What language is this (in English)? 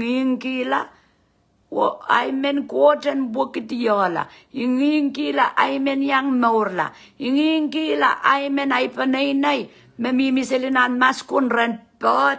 Pohnpeian